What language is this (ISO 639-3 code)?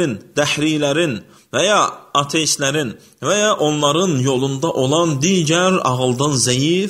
aze